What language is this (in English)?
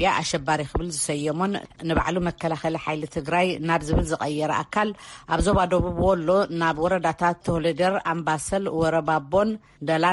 Tigrinya